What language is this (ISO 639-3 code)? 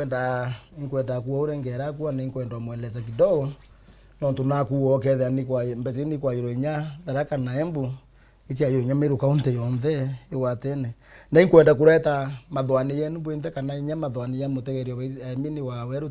mer